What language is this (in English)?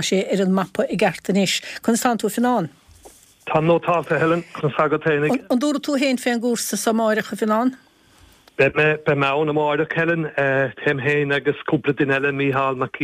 Irish